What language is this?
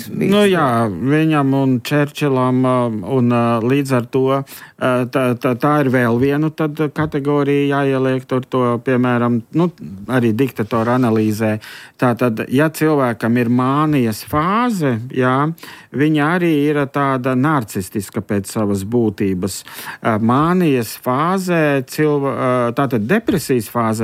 Latvian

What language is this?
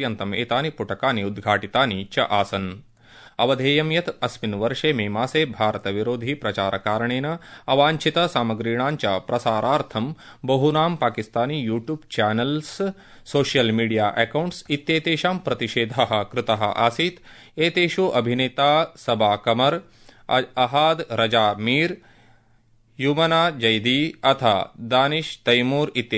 Sanskrit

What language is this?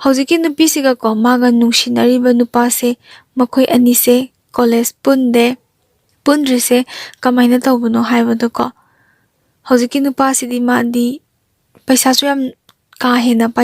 Manipuri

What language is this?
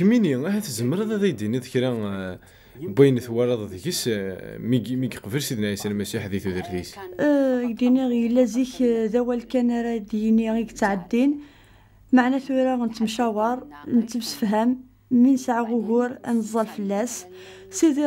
Kabyle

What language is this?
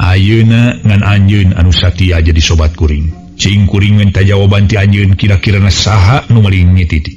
Sundanese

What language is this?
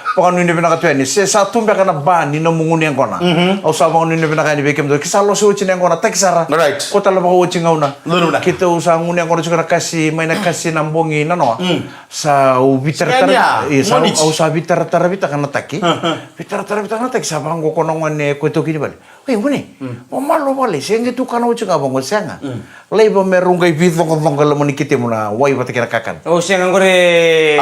Fijian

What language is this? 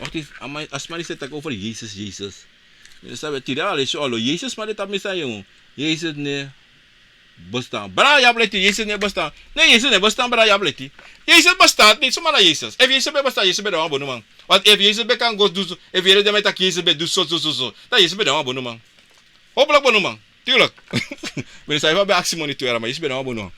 Sranan Tongo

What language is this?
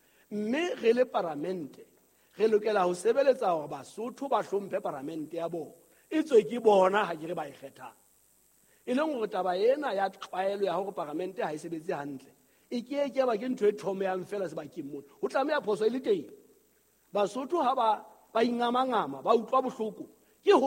Southern Sotho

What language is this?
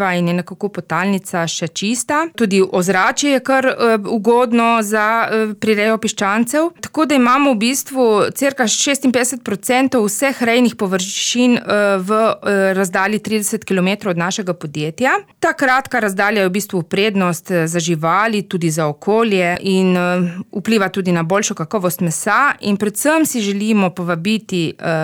Slovenian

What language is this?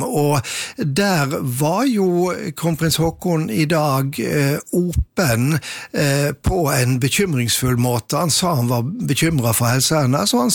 Norwegian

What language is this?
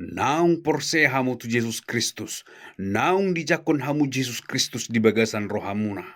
Batak Toba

